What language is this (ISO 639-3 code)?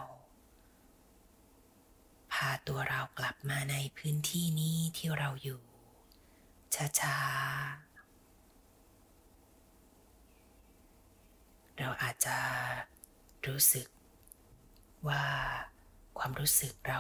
tha